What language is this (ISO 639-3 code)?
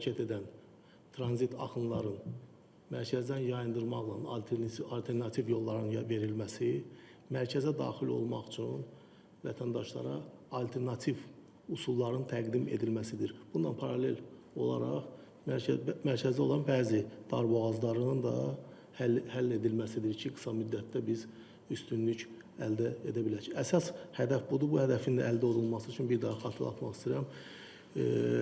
aze